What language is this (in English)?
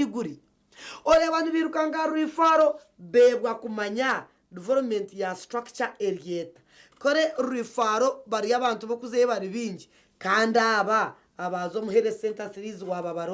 Nyankole